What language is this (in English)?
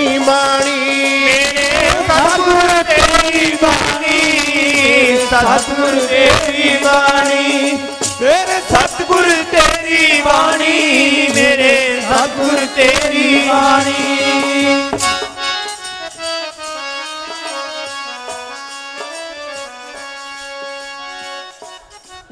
Punjabi